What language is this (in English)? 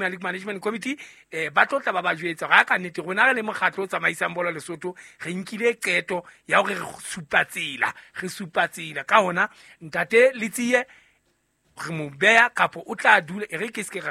Southern Sotho